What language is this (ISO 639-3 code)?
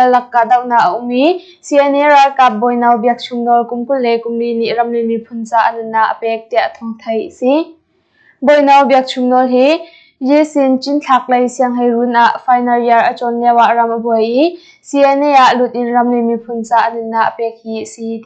cnh